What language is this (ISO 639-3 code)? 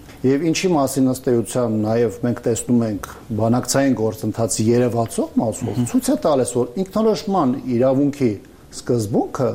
hye